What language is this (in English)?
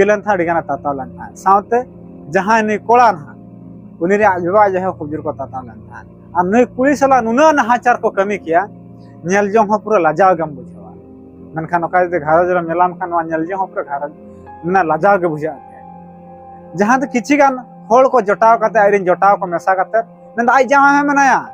Santali